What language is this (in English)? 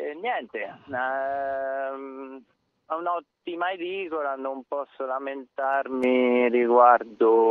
Italian